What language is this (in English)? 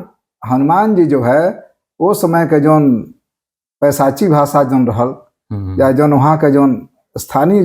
Bhojpuri